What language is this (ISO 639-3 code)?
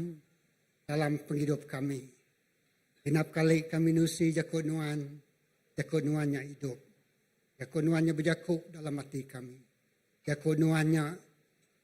iba